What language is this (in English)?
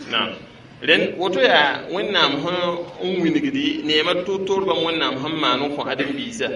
Mossi